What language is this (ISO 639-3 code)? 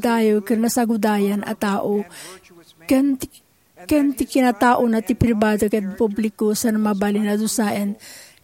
ilo